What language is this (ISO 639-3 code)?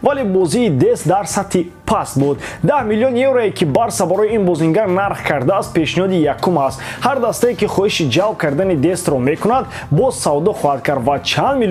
tgk